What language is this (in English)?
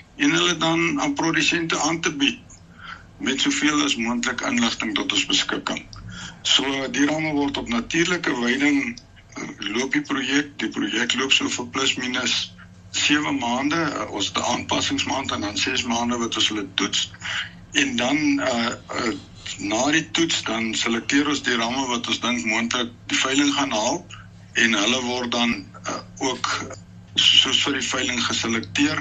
Afrikaans